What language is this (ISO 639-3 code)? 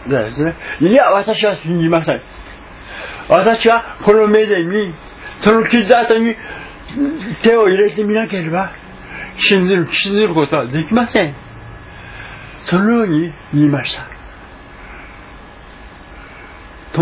jpn